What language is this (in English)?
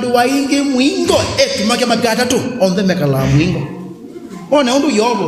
Kamba